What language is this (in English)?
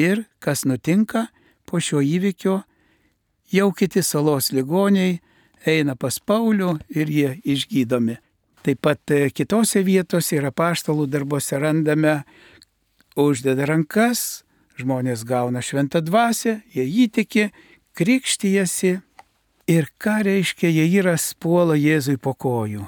Lithuanian